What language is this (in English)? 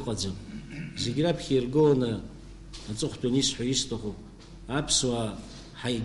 Abkhazian